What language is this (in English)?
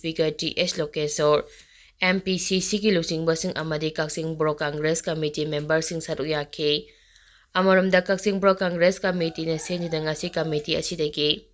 Manipuri